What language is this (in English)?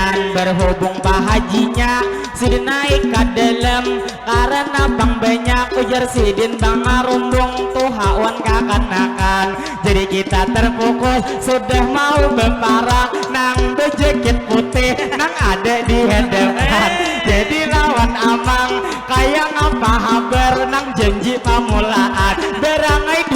Banjar